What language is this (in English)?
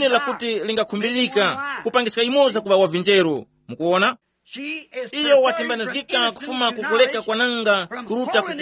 Tumbuka